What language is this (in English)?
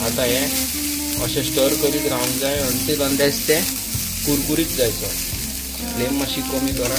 Konkani